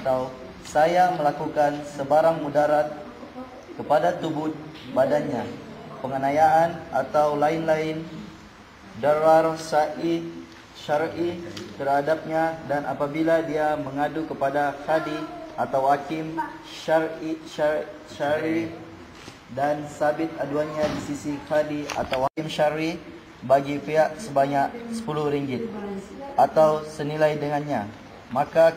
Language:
Malay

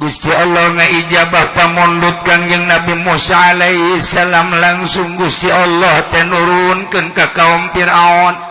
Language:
Sundanese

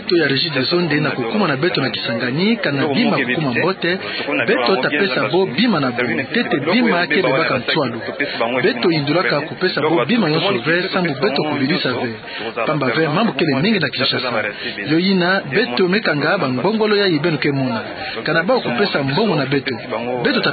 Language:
Kituba (Democratic Republic of Congo)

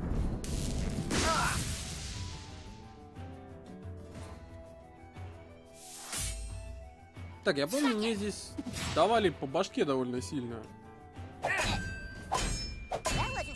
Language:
Russian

